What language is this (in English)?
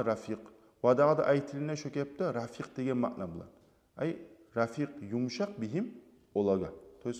Kumyk